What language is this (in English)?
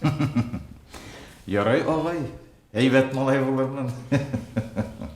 Bashkir